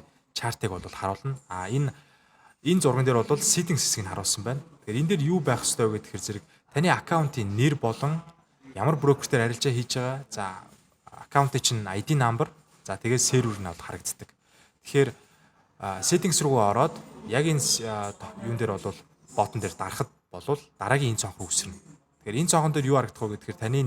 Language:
Mongolian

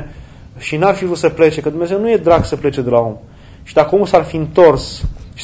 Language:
Romanian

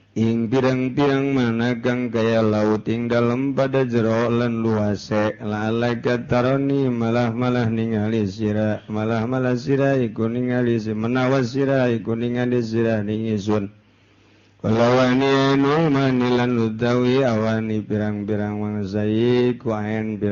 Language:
Sundanese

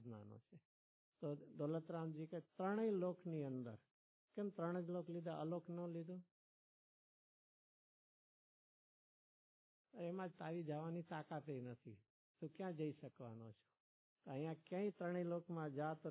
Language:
Gujarati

